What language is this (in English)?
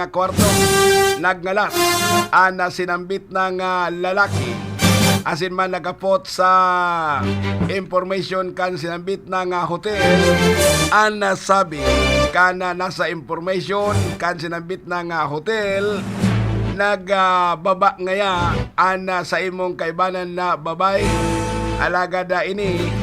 Bikol